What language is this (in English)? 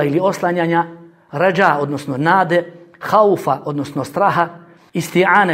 Bosnian